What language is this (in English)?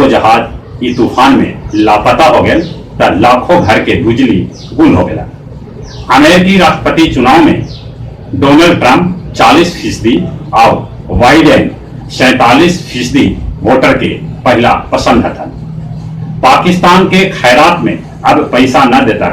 Magahi